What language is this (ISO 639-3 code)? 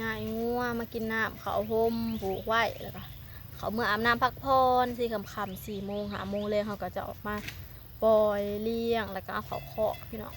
lao